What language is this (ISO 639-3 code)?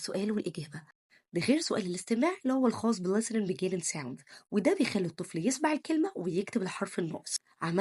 arz